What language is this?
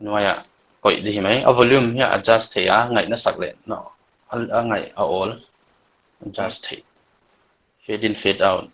Paite Chin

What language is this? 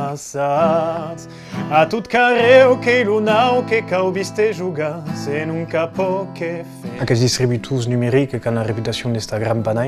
Occitan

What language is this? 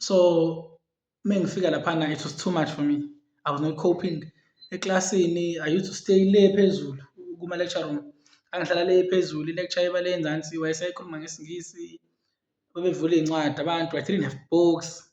Zulu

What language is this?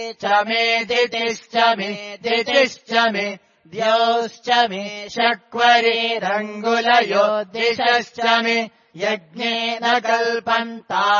Sanskrit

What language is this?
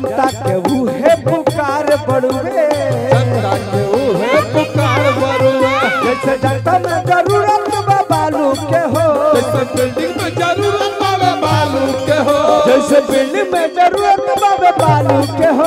Bhojpuri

